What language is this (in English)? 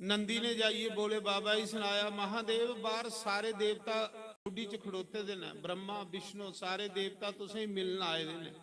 Dogri